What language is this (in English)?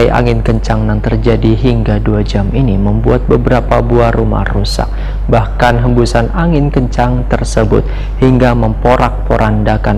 Banjar